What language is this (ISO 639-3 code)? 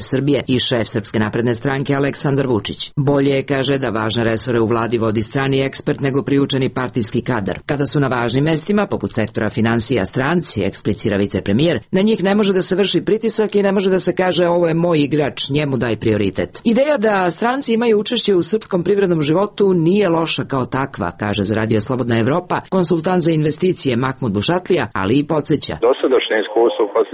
srp